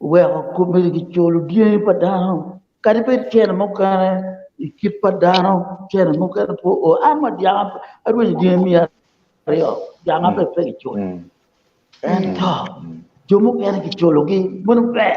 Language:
Acoli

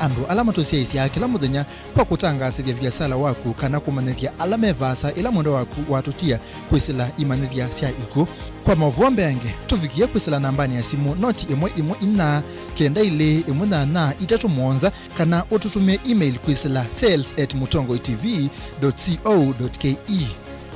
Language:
Kamba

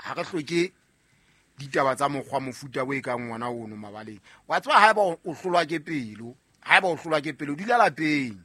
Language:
Southern Sotho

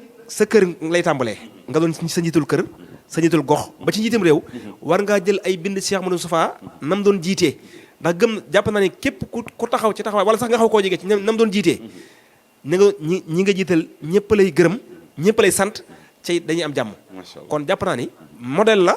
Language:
Wolof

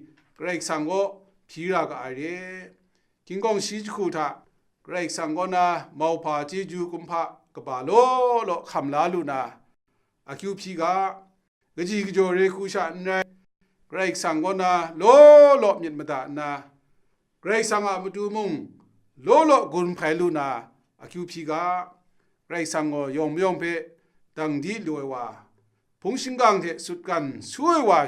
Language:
Kachin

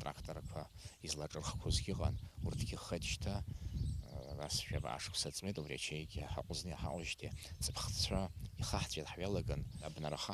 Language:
Abkhazian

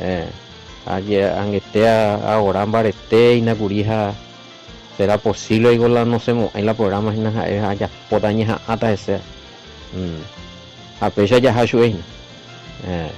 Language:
Guarani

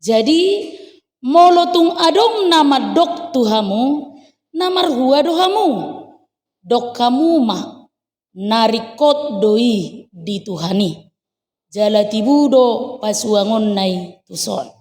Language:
Batak Toba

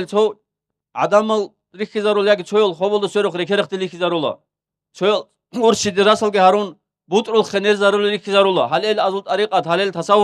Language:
Avaric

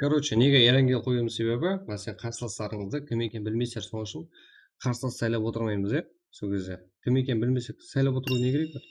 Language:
Kara-Kalpak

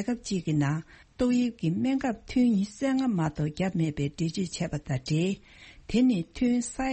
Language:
Tibetan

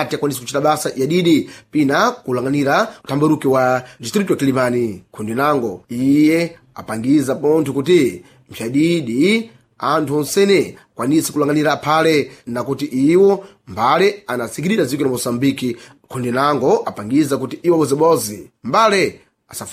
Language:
Sena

